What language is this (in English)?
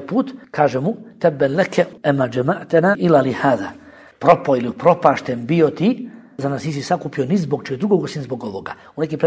Bosnian